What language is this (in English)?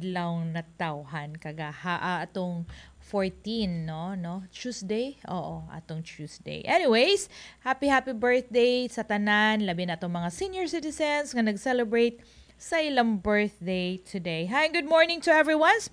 Cebuano